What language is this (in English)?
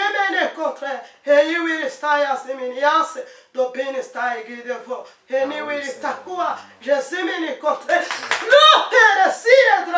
Kinyarwanda